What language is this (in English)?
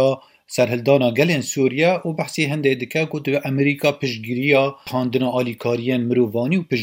Kurdish